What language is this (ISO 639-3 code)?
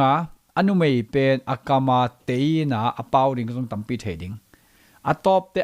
ctd